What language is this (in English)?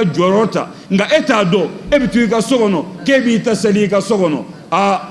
Bambara